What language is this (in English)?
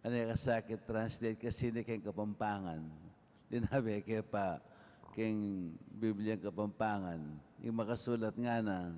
Pampanga